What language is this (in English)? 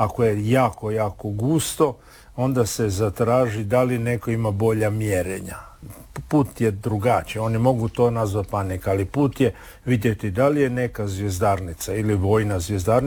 Croatian